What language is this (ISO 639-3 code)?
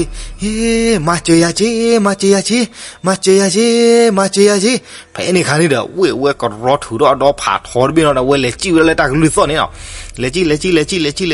ksw